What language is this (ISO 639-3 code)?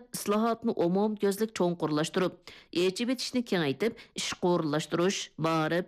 uig